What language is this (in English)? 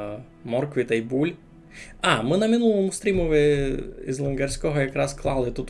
Rusyn